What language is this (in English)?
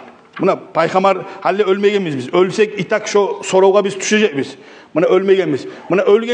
Kumyk